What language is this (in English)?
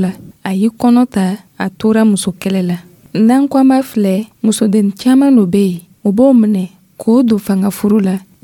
Dyula